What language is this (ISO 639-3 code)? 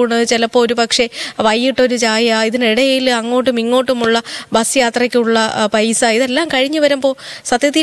mal